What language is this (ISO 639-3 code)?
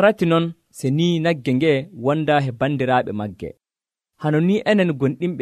fuv